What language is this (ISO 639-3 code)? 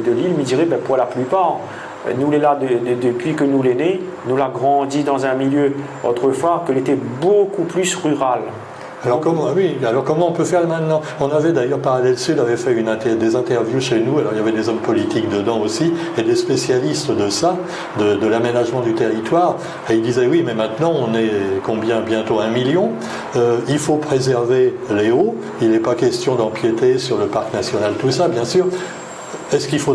rcf